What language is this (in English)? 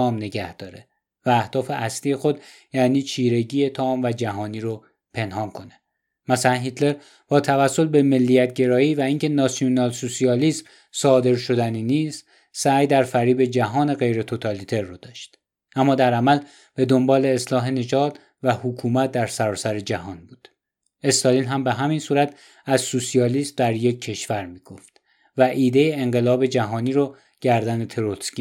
Persian